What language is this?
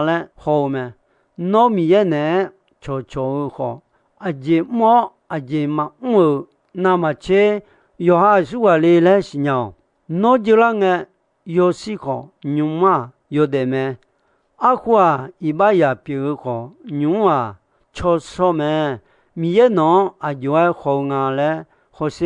Akha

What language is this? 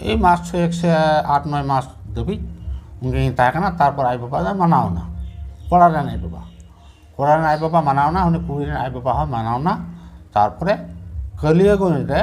Santali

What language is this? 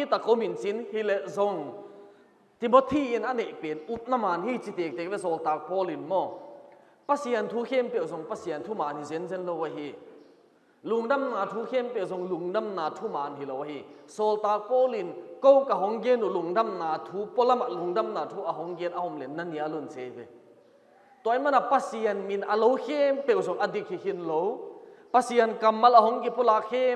Tedim Chin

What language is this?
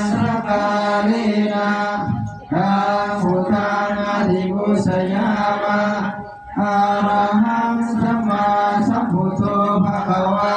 Pali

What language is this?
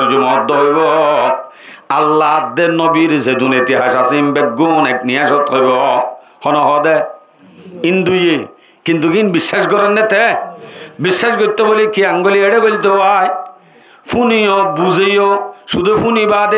Rohingya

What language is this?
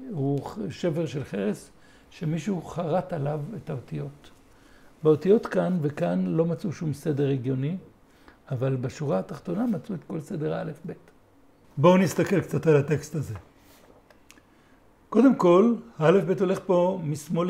Hebrew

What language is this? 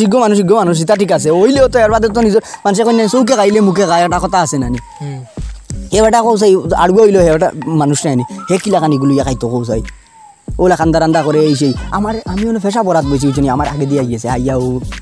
Sylheti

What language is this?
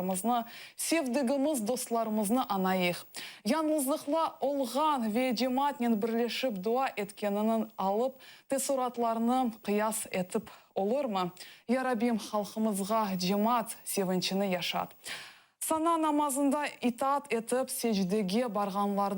Crimean Tatar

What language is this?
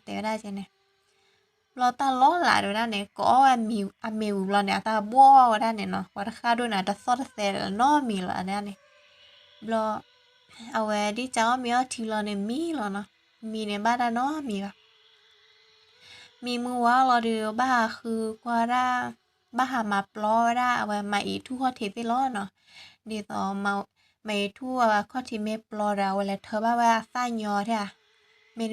S'gaw Karen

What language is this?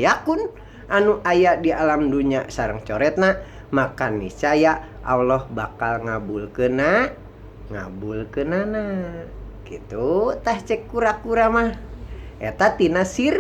Sundanese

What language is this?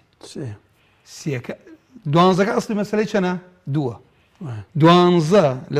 Central Kurdish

